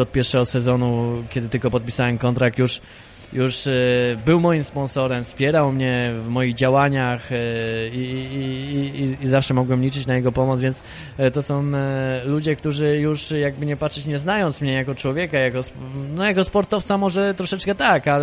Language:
Polish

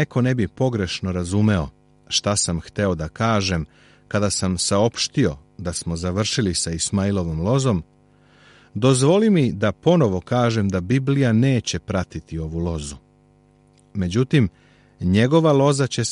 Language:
Serbian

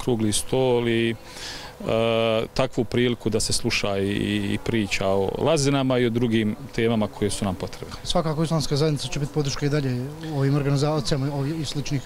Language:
Bosnian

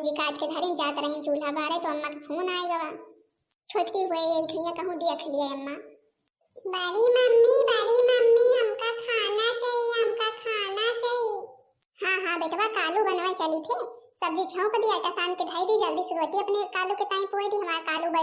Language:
Awadhi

